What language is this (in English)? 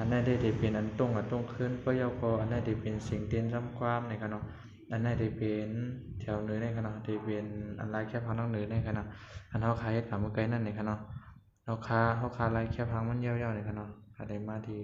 Shan